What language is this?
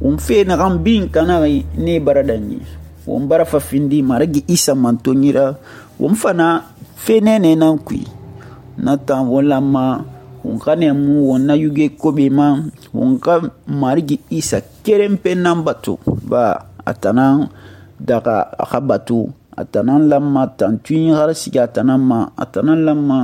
Susu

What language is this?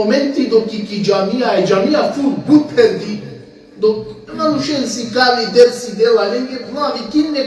Balkan Romani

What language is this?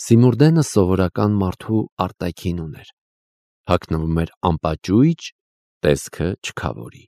Armenian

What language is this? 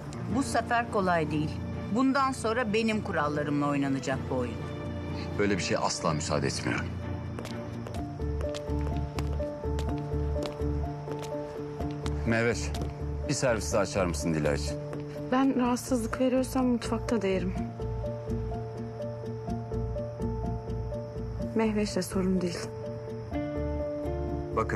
Turkish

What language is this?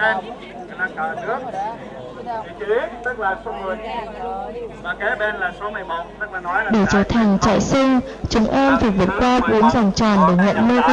Vietnamese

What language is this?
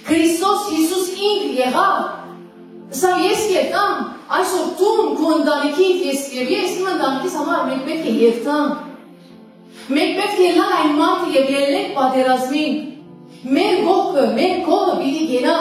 Western Armenian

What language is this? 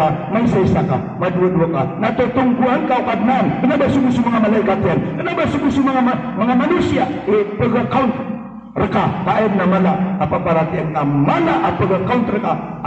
Maranao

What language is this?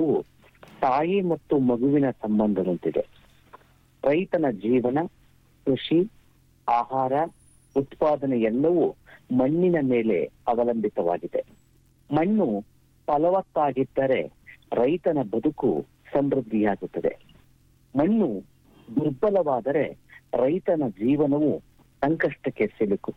Kannada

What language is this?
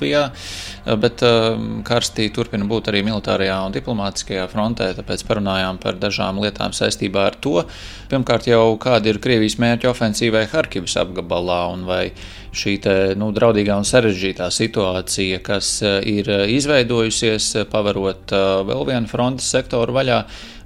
Latvian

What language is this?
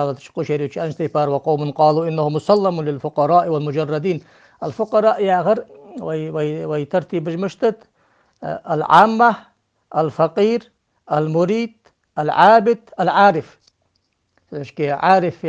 Ingush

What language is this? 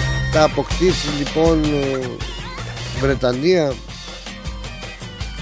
Greek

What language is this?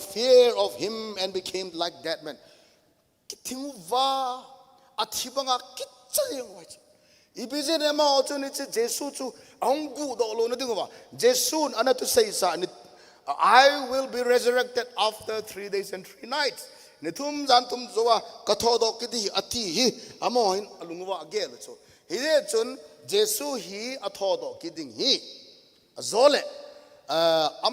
Thado Chin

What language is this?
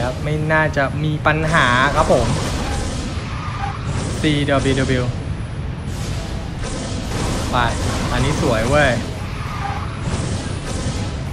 Thai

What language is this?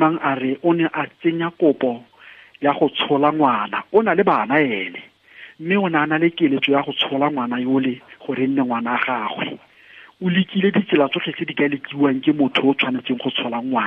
Tswana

